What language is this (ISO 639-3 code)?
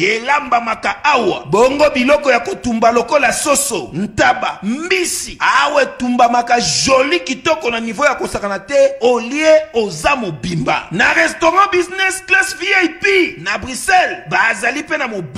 lin